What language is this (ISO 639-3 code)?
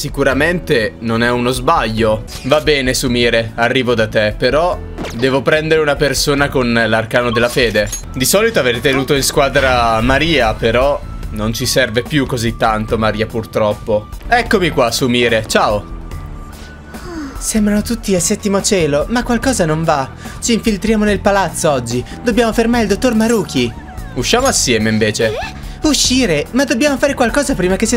ita